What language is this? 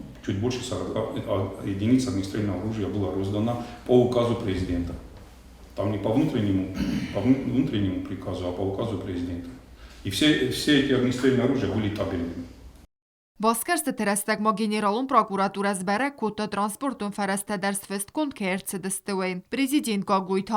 Ossetic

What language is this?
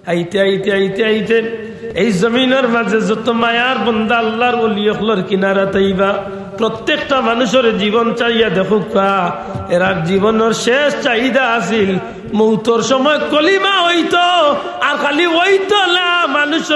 Sylheti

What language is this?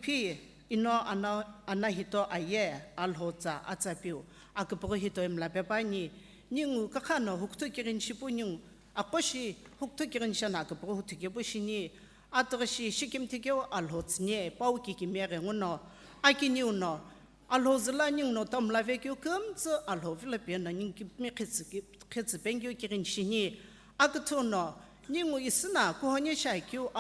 Sumi Naga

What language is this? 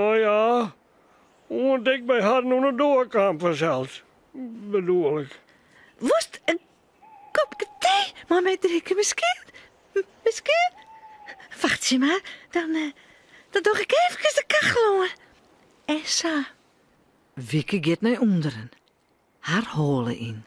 Western Frisian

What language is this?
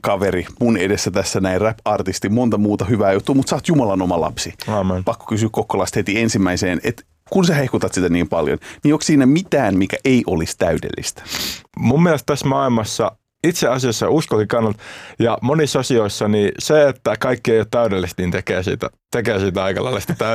Finnish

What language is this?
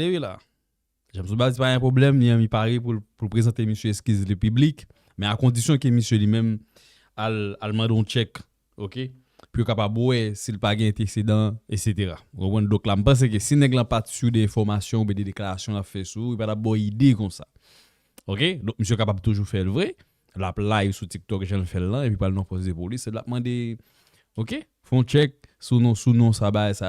Haitian Creole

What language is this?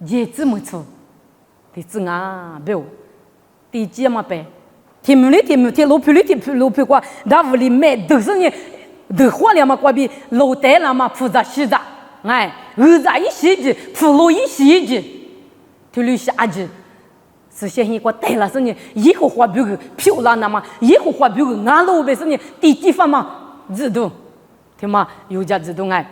Lisu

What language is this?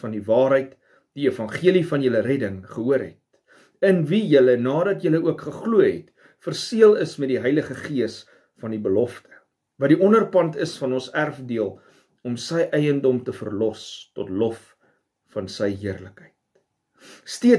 Afrikaans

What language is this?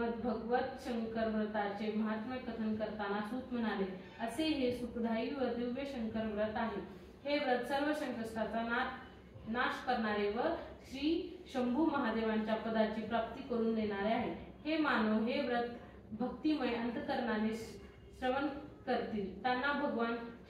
Marathi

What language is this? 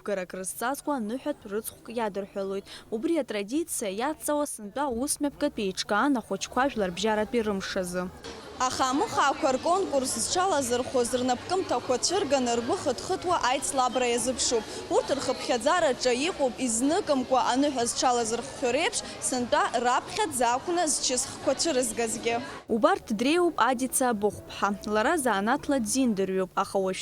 Abkhazian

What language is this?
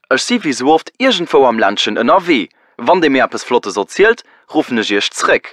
Luxembourgish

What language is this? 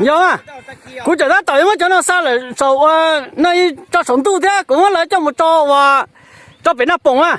Hmong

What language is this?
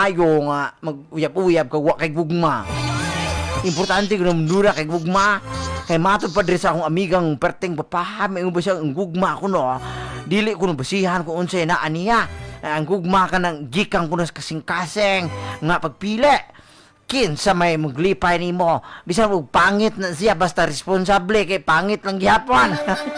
Cebuano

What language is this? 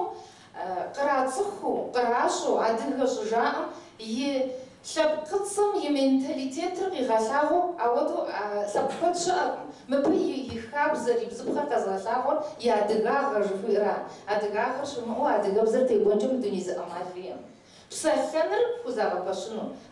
Kabardian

